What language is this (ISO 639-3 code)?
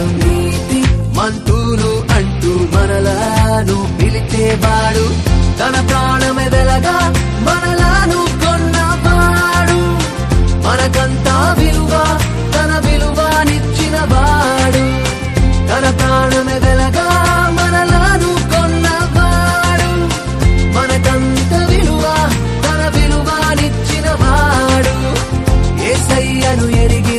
tel